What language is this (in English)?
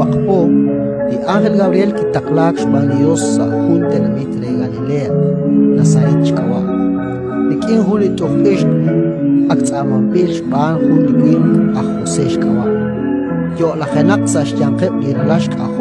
Kekchí